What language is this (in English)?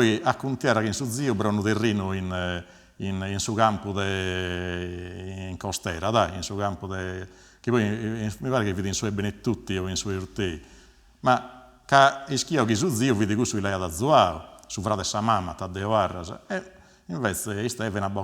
Sardinian